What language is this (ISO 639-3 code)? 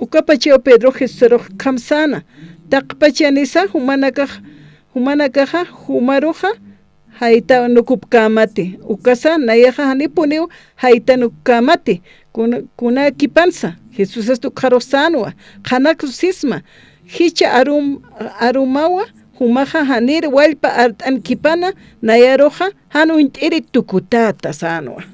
aym